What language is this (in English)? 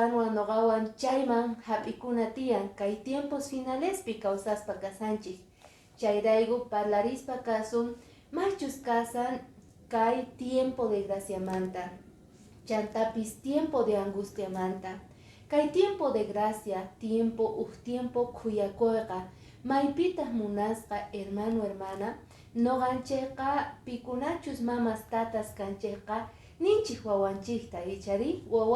Quechua